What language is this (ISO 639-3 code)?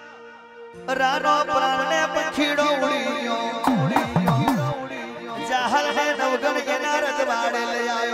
guj